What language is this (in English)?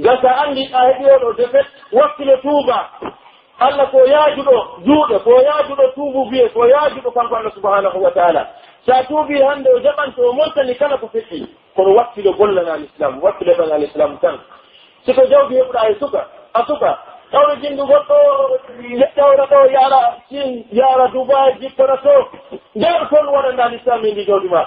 Pular